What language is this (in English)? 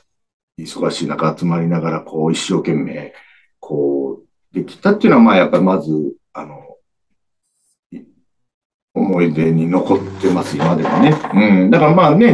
Japanese